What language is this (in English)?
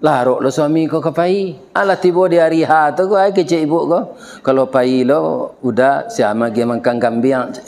Minangkabau